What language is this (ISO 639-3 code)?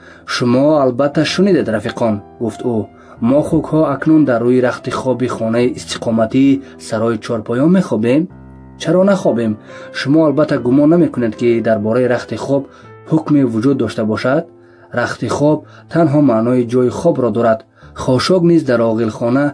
tgk